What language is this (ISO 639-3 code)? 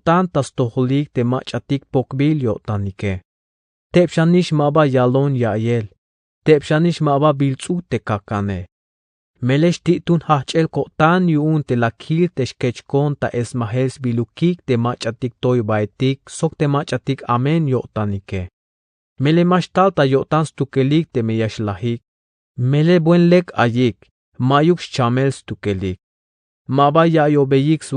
tzh